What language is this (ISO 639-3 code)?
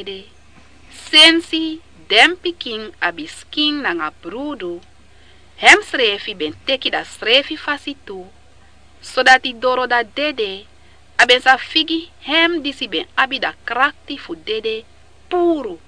srn